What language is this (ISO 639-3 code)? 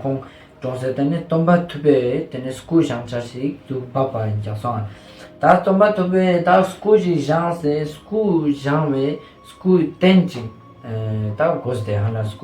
lbj